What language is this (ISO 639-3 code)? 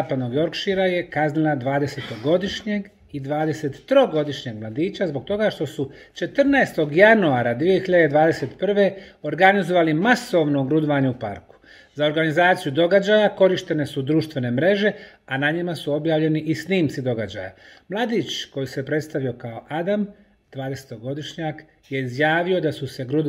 bos